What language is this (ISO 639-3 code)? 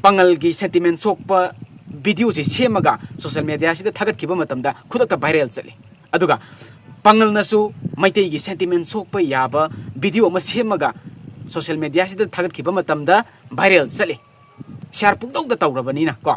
mni